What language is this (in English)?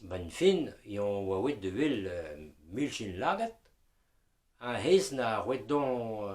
Breton